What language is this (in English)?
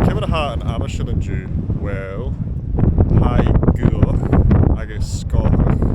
Scottish Gaelic